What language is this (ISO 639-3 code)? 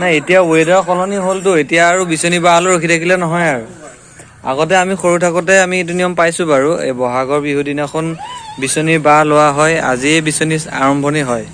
asm